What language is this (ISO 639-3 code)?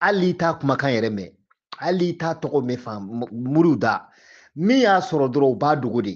bam